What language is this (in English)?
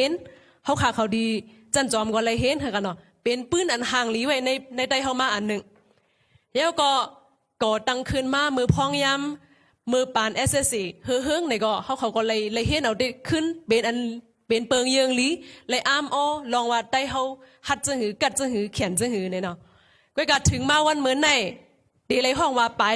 Shan